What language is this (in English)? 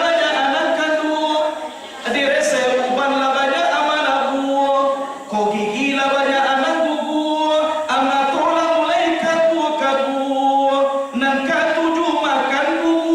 Minangkabau